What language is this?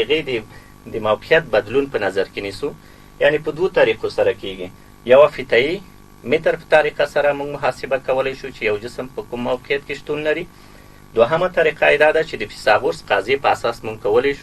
Pashto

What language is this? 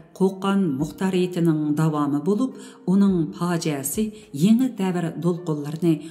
Uyghur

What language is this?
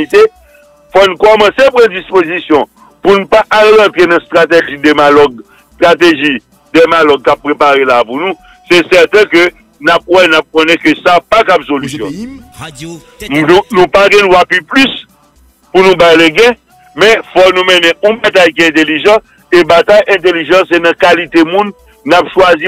Haitian Creole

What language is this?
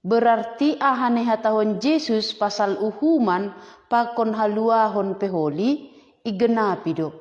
Batak Simalungun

